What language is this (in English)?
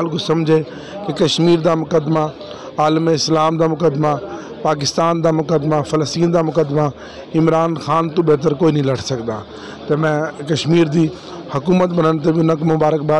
Saraiki